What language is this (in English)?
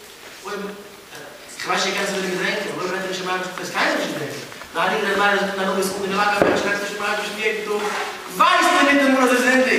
Yiddish